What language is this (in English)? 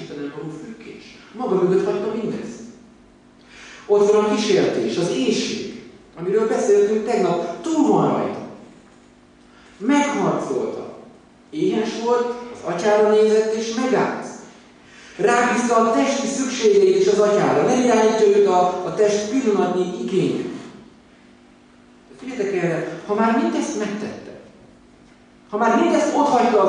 Hungarian